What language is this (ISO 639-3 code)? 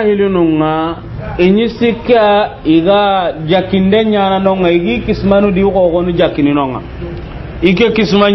snk